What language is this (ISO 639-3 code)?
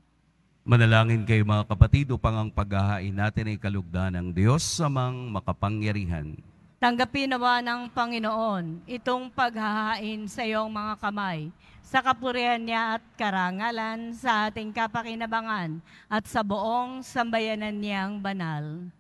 fil